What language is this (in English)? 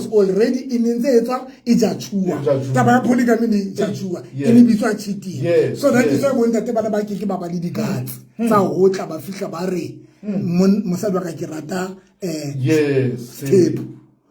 Southern Sotho